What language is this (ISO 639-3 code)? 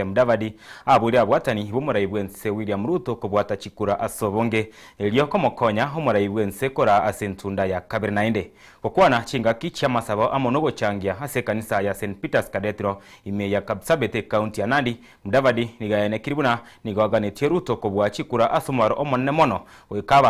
guz